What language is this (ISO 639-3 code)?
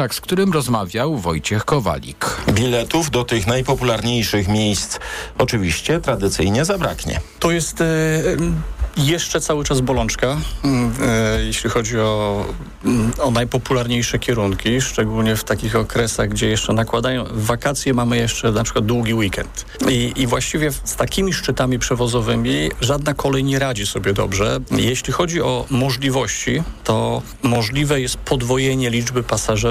pol